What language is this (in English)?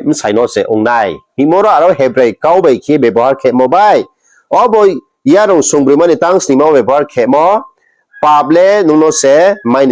Riang (India)